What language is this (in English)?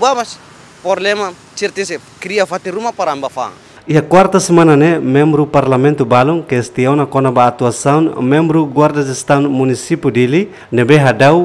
Tetum